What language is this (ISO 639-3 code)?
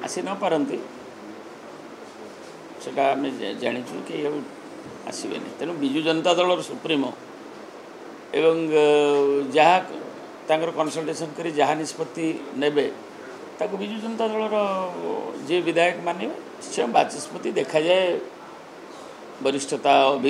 ori